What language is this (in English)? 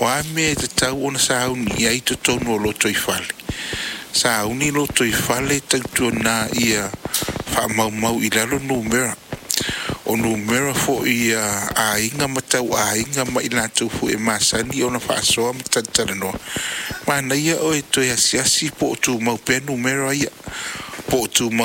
Samoan